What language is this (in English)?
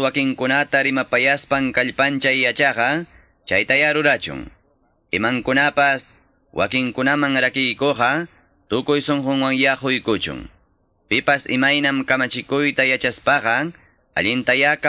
Quechua